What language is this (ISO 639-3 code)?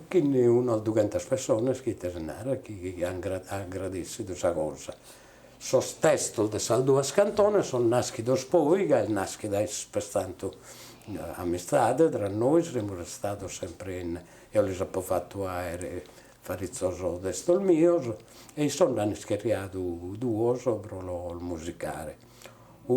srd